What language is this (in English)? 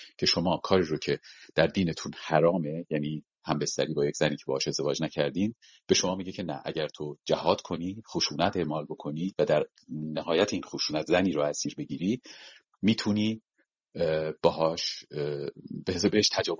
Persian